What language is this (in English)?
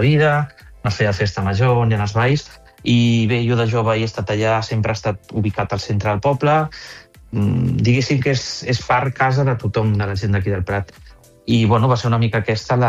Catalan